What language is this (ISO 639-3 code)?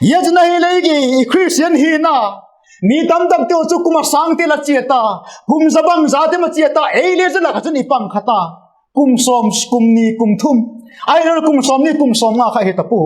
vap